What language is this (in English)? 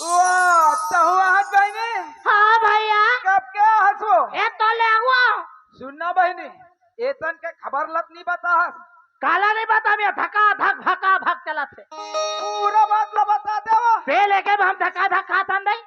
Chhattisgarhi